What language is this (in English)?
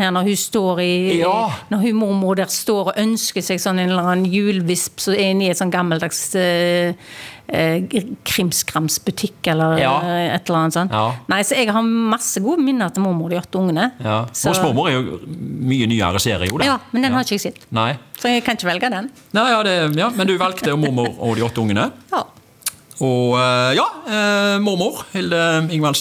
Norwegian